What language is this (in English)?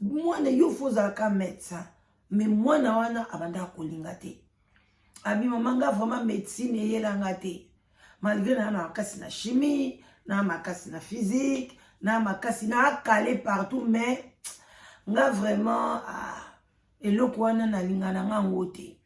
Lingala